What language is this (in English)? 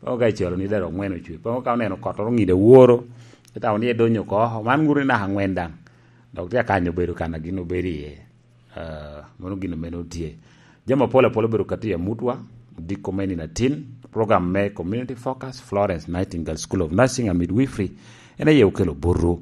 Lango (Uganda)